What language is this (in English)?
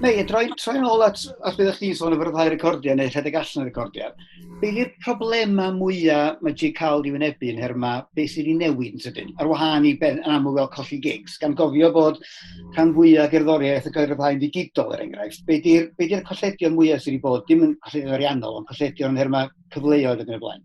Welsh